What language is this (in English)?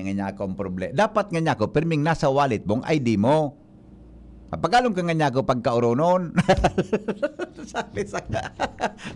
Bikol